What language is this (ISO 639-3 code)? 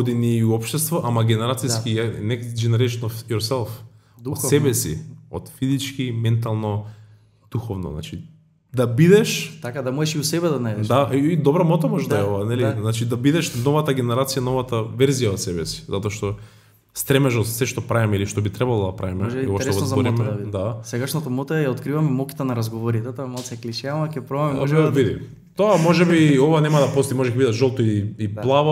mkd